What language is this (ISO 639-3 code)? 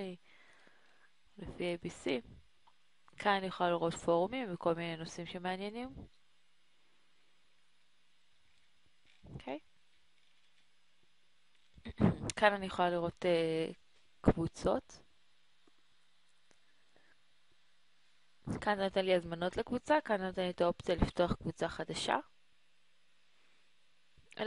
heb